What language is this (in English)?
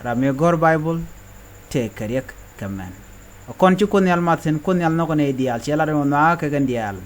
Nuer